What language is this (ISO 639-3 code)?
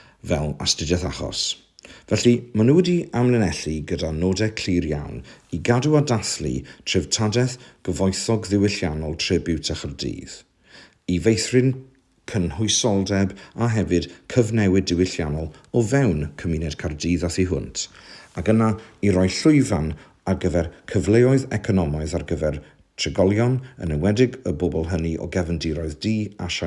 cym